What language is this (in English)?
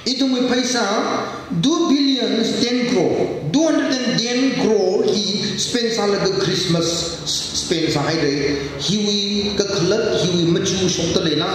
Tangkhul Naga (India)